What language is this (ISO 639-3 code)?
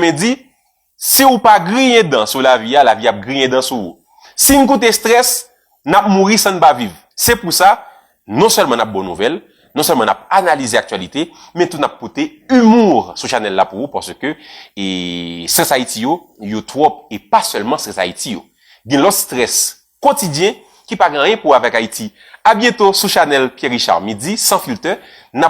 hat